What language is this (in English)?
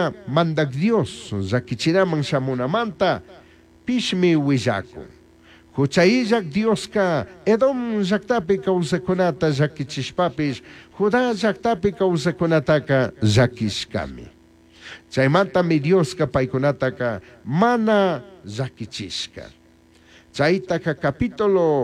Chimborazo Highland Quichua